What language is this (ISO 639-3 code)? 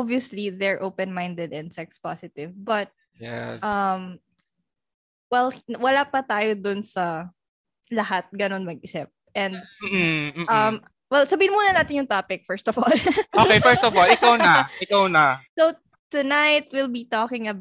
fil